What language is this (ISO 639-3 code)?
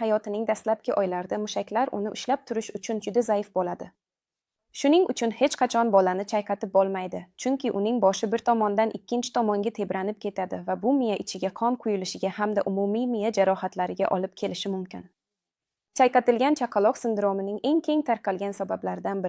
uzb